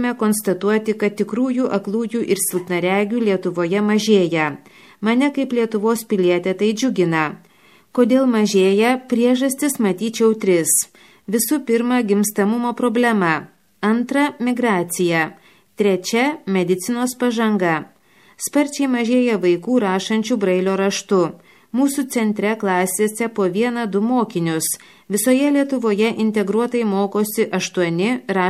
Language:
Lithuanian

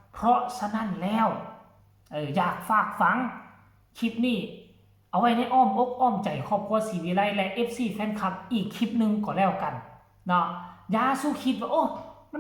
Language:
Northeastern Thai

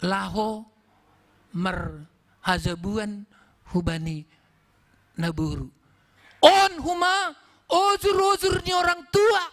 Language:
Batak Simalungun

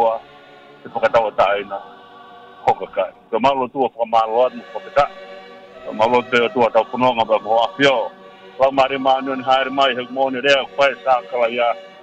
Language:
Tongan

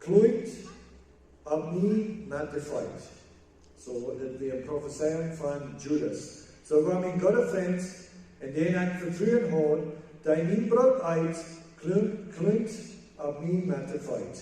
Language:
Plautdietsch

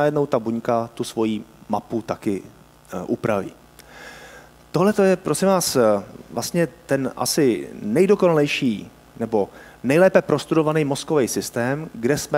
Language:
Czech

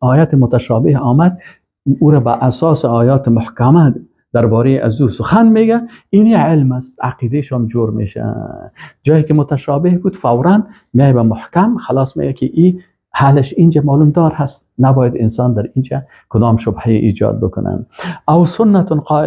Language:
Persian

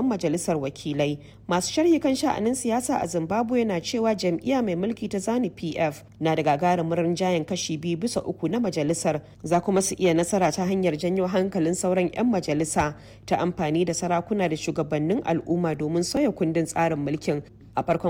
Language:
Hausa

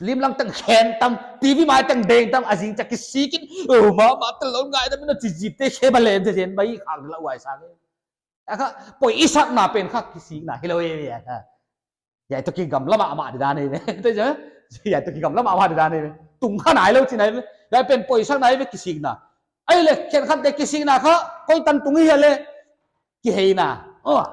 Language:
Paite Chin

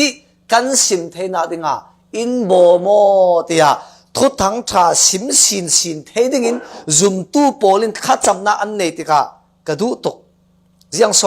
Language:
Falam Chin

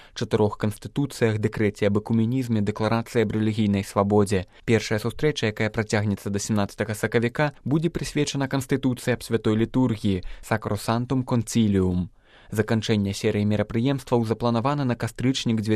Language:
Belarusian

